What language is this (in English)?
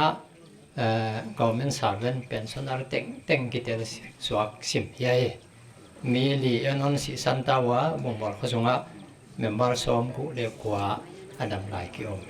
Paite Chin